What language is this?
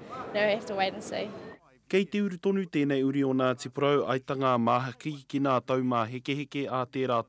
Māori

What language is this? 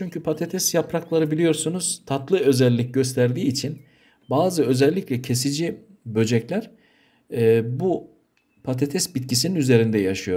Turkish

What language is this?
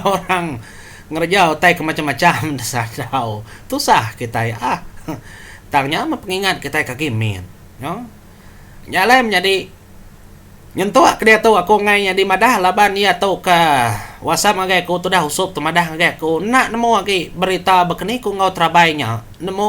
Iban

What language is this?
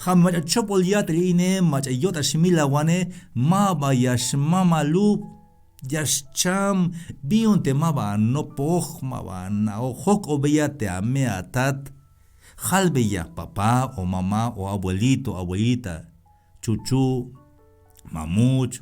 Tzeltal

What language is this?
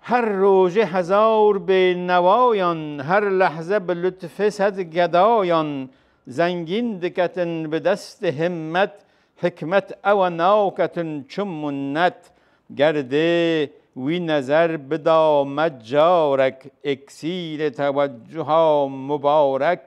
Kurdish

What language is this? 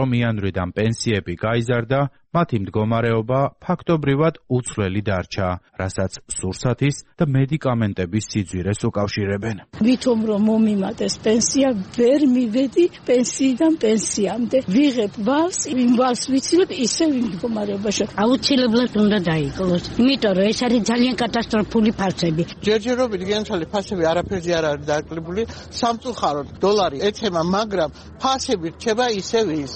Georgian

